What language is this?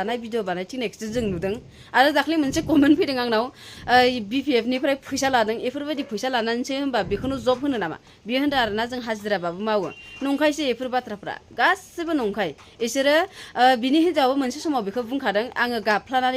Bodo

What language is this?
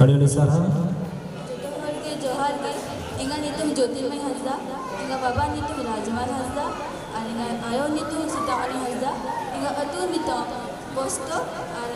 Santali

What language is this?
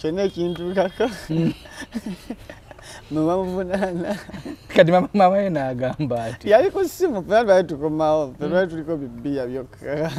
Ganda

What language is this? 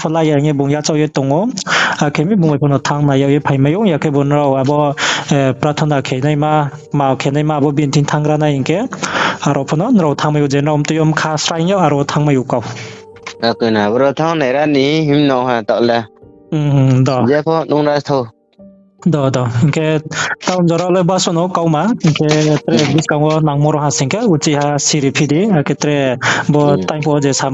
Riang (India)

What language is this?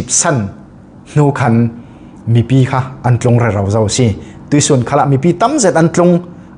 Falam Chin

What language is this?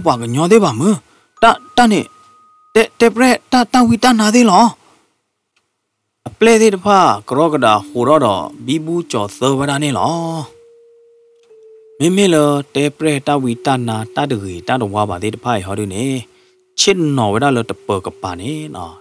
S'gaw Karen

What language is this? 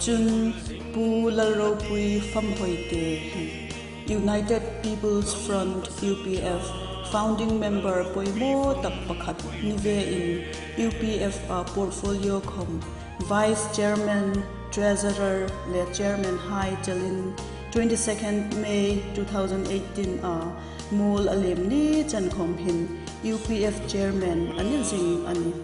Hmar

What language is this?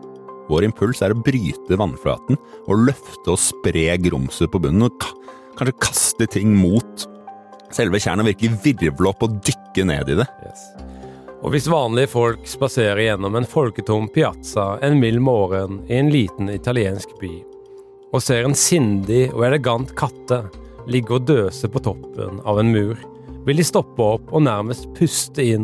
Norwegian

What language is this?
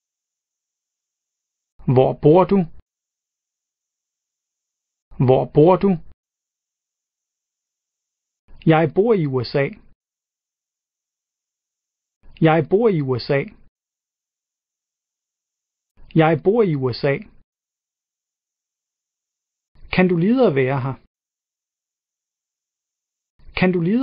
Danish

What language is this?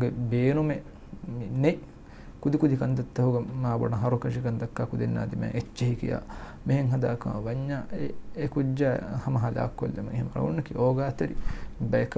Divehi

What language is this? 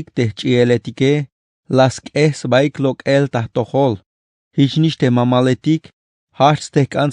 Tzeltal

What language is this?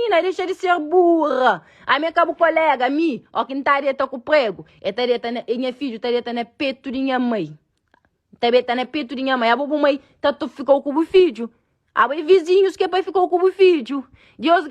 Kabuverdianu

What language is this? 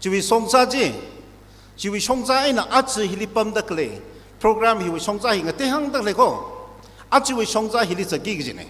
Tangkhul Naga (India)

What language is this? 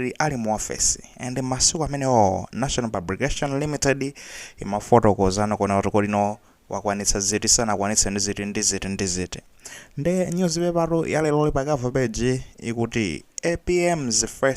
Nyanja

